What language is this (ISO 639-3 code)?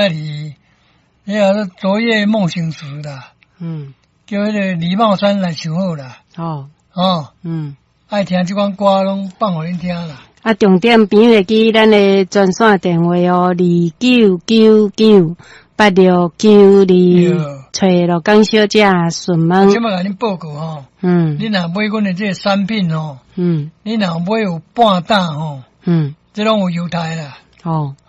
nan